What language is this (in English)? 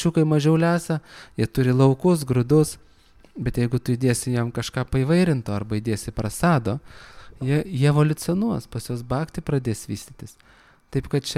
Lithuanian